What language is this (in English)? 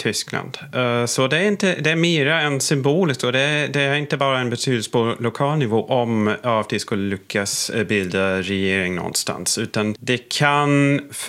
Swedish